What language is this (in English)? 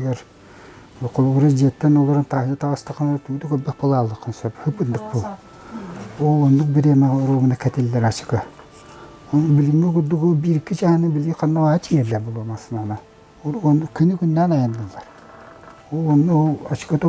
Yakut